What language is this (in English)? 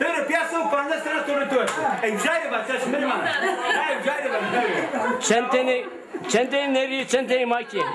Zaza